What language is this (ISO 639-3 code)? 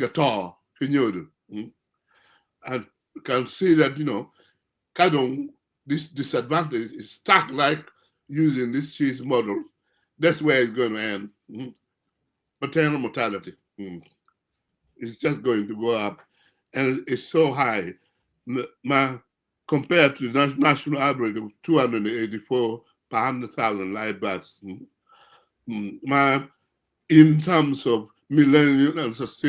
ach